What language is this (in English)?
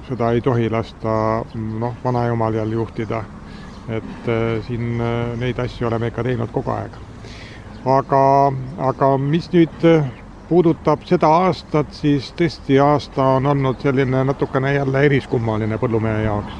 Estonian